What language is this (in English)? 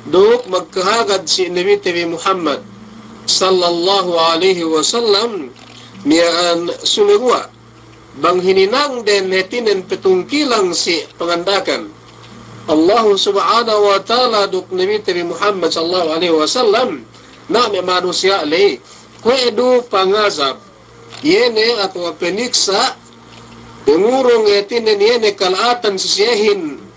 Yakan